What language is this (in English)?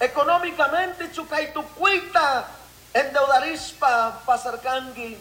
Chimborazo Highland Quichua